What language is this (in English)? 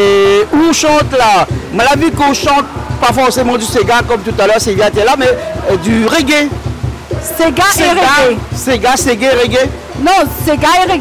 Réunion Creole French